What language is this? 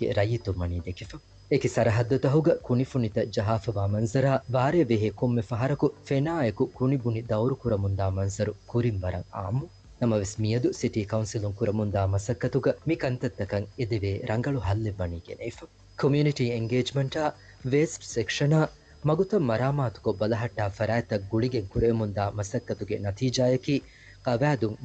Divehi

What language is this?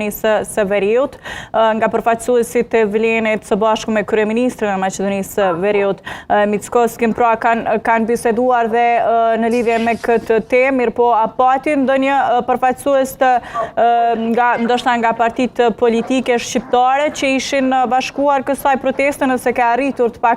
Albanian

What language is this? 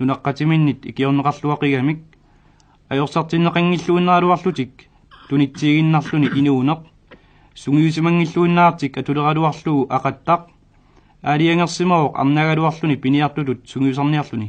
Kalaallisut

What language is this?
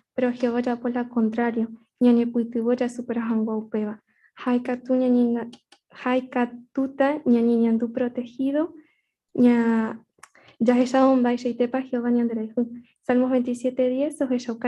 Guarani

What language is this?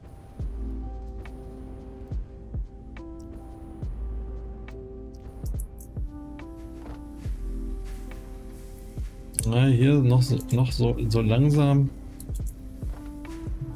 German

